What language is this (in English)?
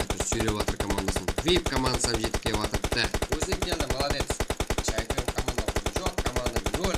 Kara-Kalpak